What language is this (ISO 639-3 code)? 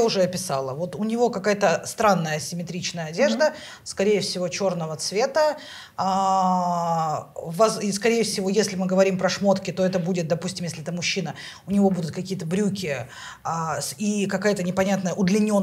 rus